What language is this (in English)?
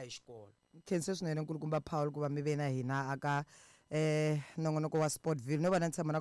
Tsonga